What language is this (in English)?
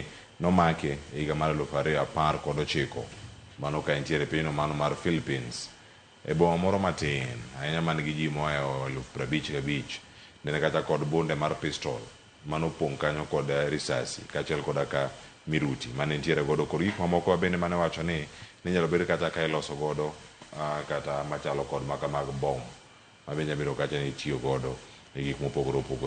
Luo (Kenya and Tanzania)